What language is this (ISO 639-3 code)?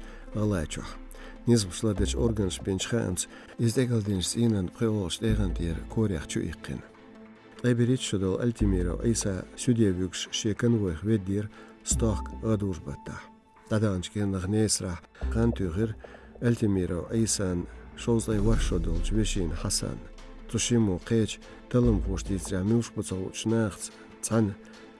che